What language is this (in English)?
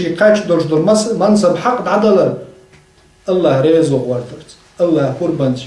Chechen